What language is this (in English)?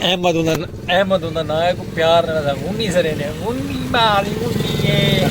Saraiki